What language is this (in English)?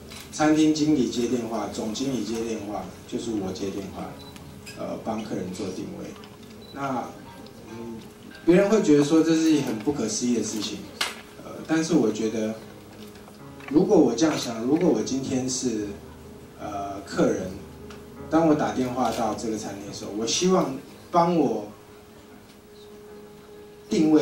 Chinese